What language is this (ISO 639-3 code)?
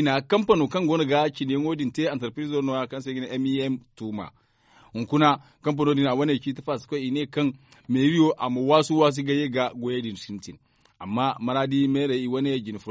dje